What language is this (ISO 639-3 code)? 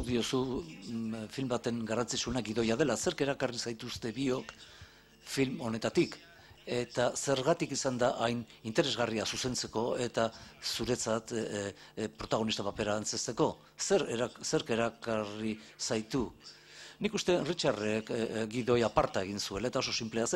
eus